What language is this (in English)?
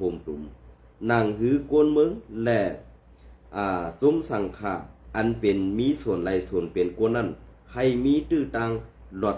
Shan